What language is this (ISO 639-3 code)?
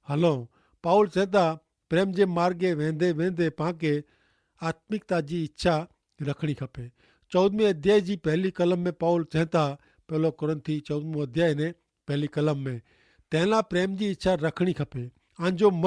kfr